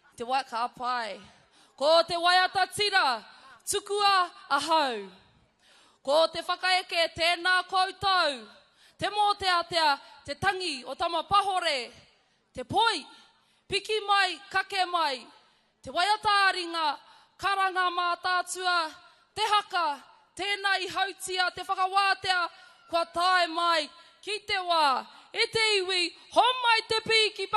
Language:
Māori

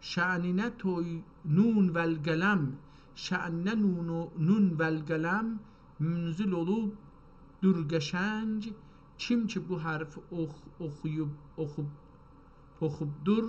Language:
South Azerbaijani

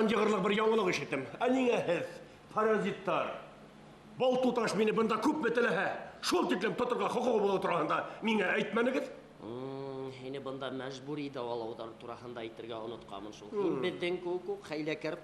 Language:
Bashkir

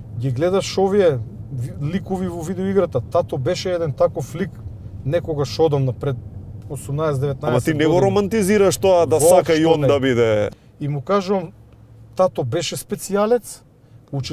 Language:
Macedonian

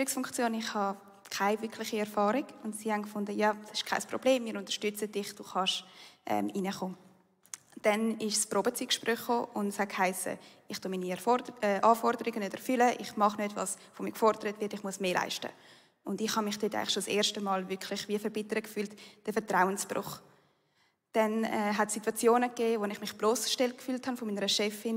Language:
Swiss German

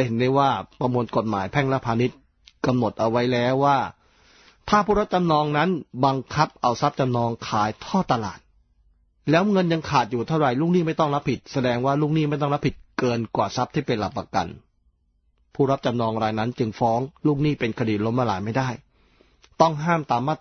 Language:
Thai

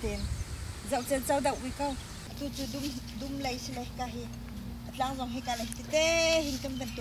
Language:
Hakha Chin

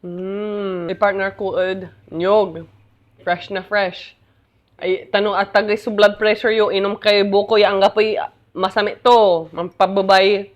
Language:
Pangasinan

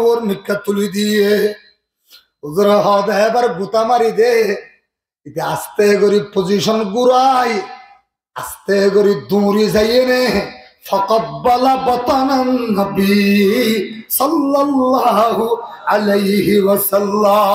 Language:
Rohingya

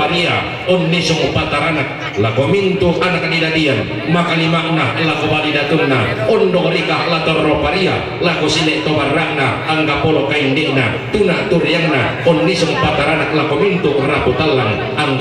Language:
Toraja-Sa'dan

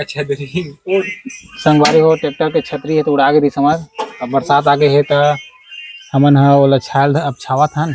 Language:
Chhattisgarhi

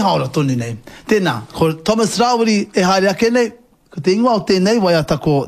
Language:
Māori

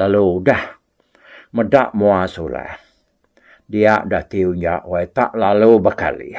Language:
Iban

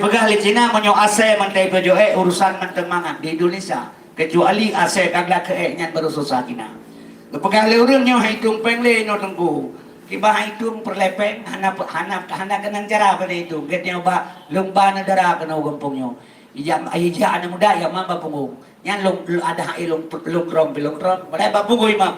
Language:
Achinese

